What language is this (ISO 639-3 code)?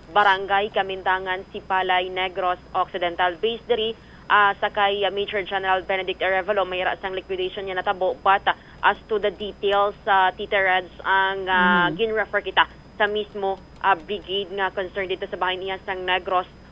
hil